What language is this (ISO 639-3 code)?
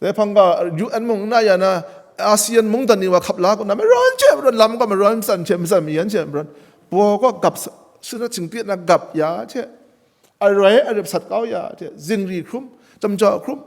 kac